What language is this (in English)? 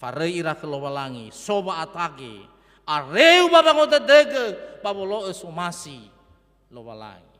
Nias